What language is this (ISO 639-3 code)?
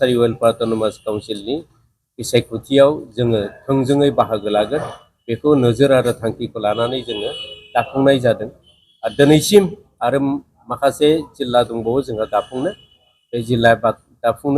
brx